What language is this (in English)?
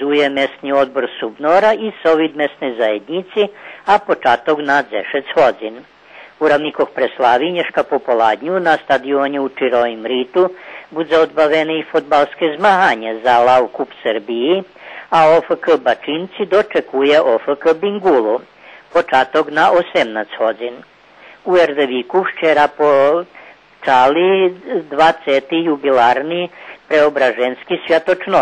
Rusyn